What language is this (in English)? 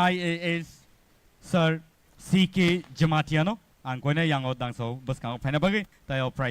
Kok Borok